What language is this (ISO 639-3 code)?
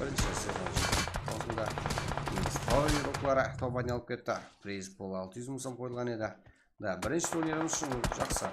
kaa